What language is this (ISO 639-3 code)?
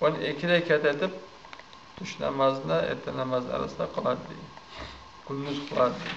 kum